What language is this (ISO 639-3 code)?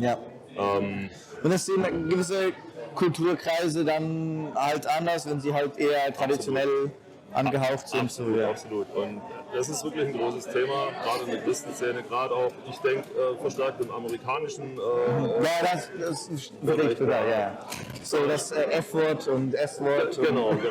gsw